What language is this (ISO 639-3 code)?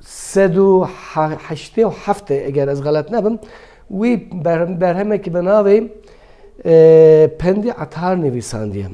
kur